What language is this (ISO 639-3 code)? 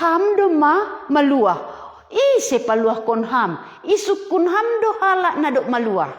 bts